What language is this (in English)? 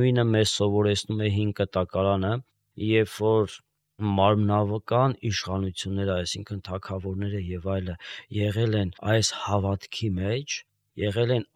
Armenian